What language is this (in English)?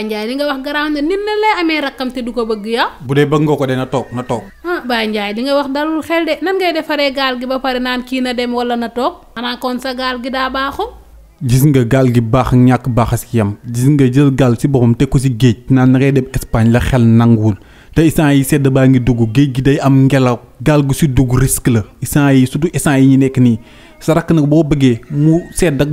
Wolof